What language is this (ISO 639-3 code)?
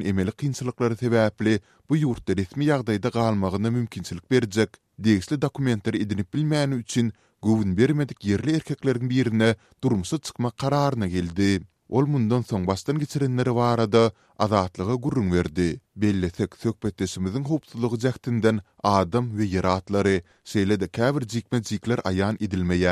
tuk